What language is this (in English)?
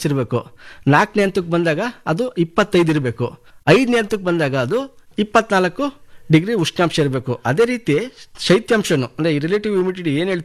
Kannada